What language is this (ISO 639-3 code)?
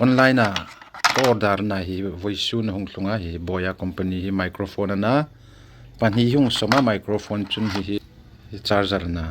hmr